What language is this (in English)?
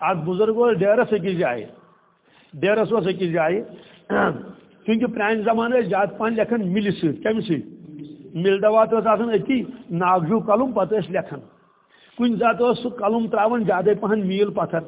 Kashmiri